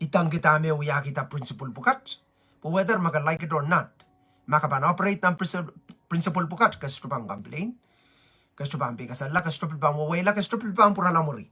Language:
Pohnpeian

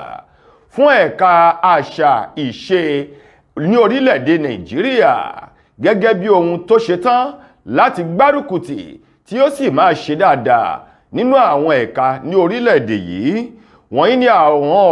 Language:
Yoruba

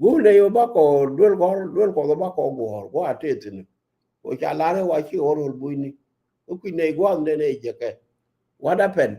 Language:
Nuer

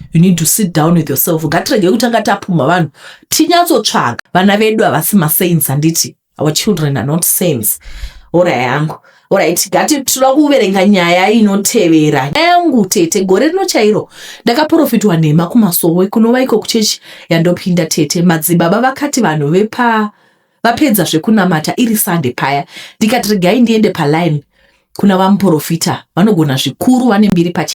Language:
Shona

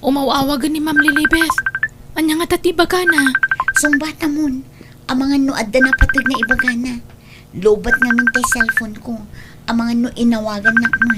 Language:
Iloko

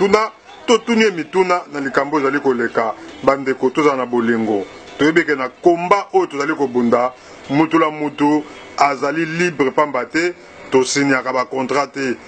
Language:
Lingala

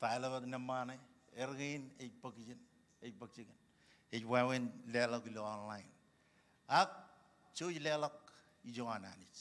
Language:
Marshallese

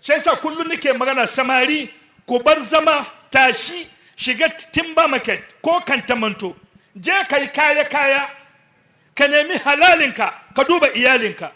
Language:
Hausa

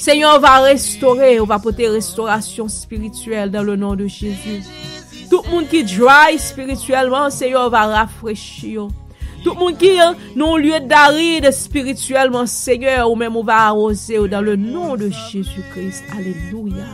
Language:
Haitian Creole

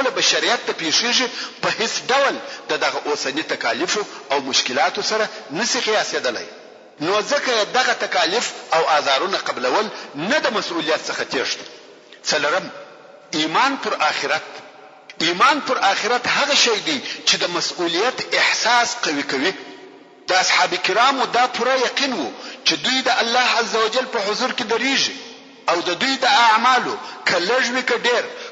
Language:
Pashto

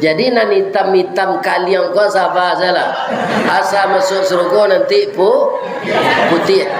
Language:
Minangkabau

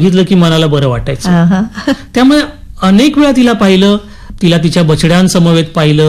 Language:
Marathi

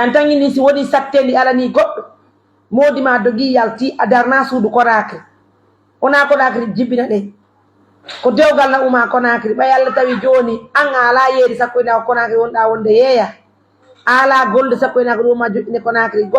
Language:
Pular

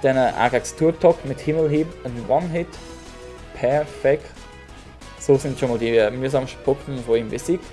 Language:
Swiss German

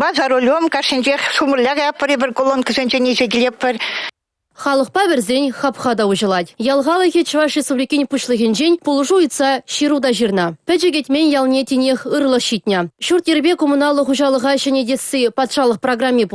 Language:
Chuvash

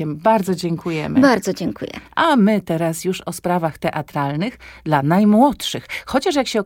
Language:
Polish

